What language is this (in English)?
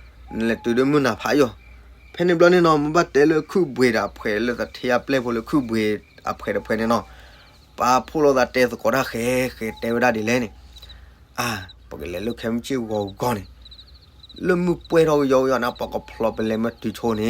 S'gaw Karen